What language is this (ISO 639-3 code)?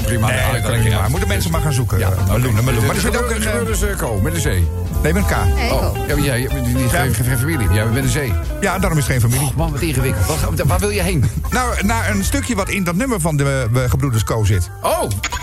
nld